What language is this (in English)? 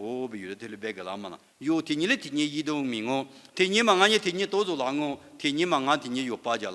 Lisu